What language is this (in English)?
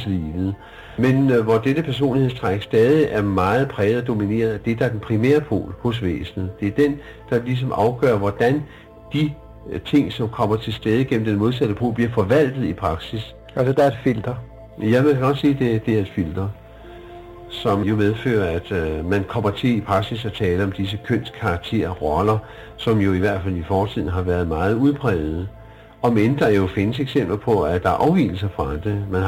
Danish